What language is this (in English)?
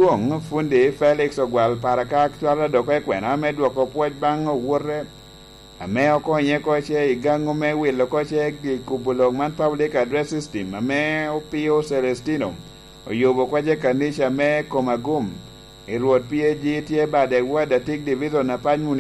Lango (Uganda)